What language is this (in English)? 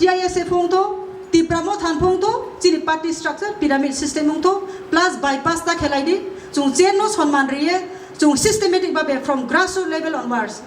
Kok Borok